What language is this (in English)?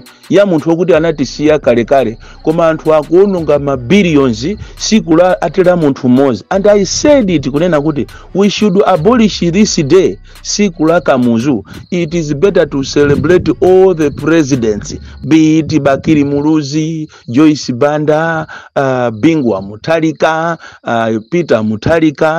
Nyanja